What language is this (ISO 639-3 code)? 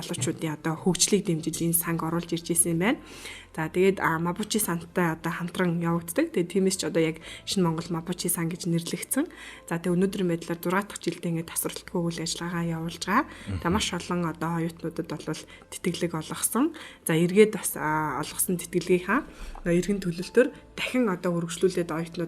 mon